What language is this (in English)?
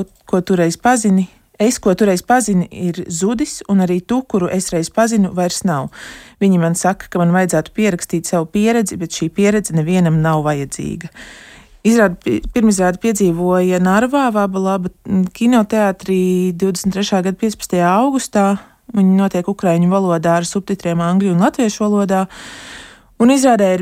Latvian